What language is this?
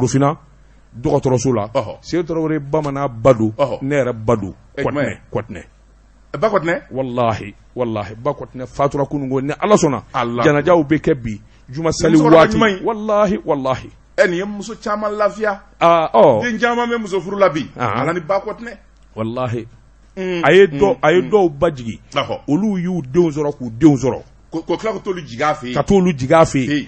Bambara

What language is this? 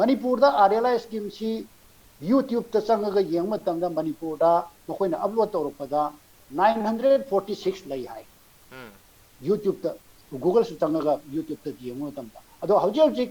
Manipuri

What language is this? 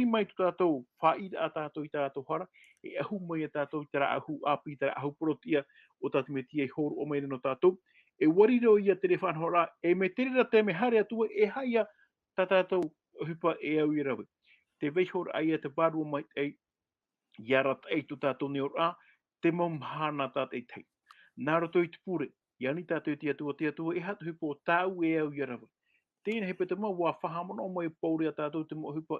Tahitian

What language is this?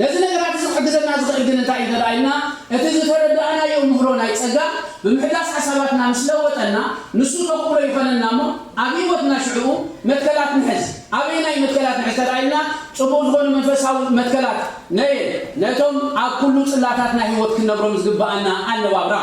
Tigrinya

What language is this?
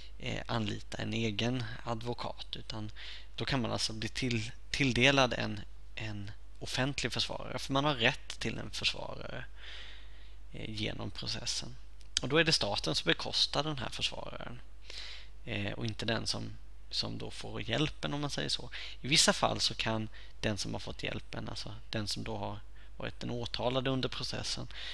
Swedish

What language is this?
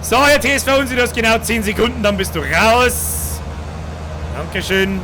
Bavarian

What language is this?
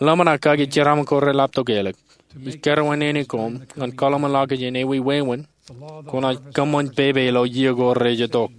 Marshallese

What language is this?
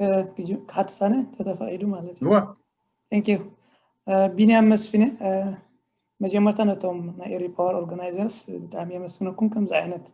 Tigrinya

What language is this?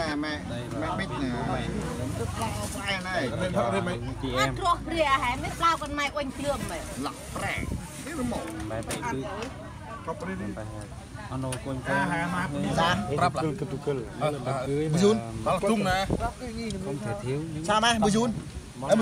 Central Mnong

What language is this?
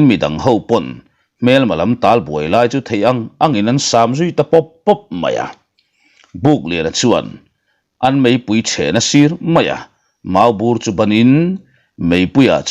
Mizo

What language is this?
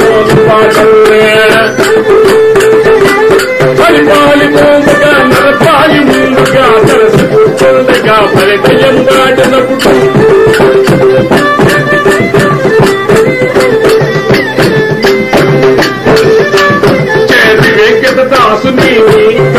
Telugu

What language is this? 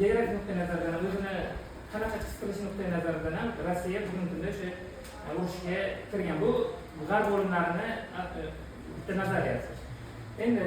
Uzbek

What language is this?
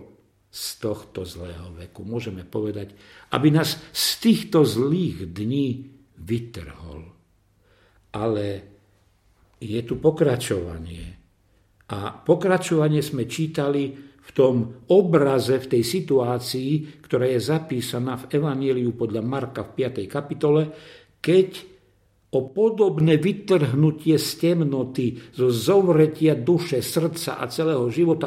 Slovak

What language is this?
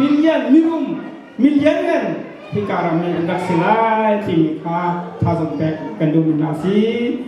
Hakha Chin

